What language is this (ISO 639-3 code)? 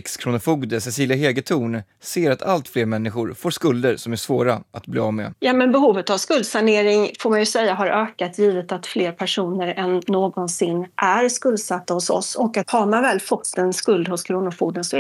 swe